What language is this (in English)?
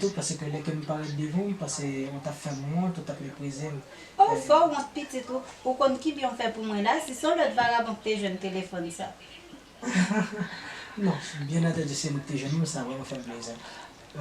Haitian Creole